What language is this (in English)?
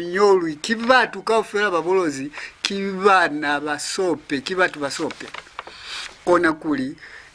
Lozi